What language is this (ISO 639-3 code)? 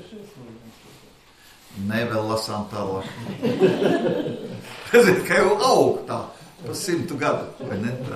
lav